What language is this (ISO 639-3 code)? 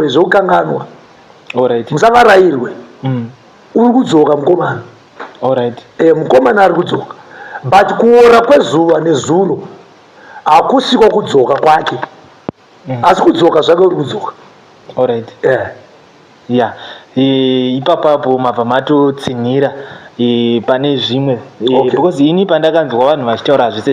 sna